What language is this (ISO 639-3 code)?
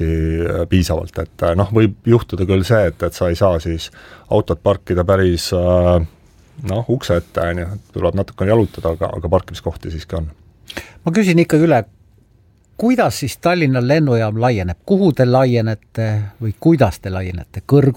est